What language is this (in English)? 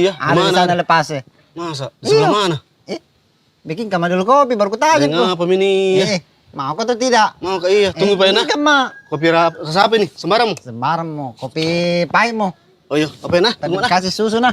Makassar Malay